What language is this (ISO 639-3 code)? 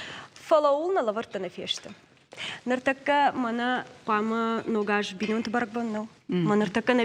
oss